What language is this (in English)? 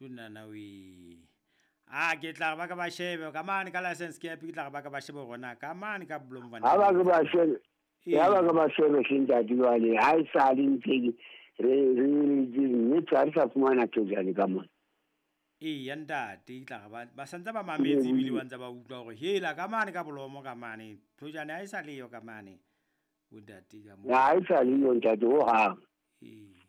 Southern Sotho